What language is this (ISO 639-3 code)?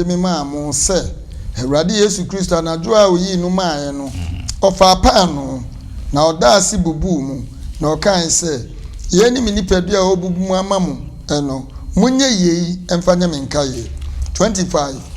aka